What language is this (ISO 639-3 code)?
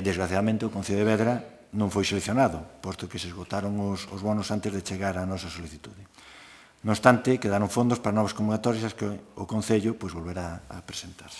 glg